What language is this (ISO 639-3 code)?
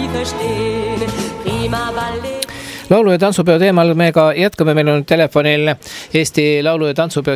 est